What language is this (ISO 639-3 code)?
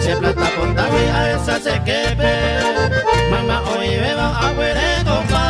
grn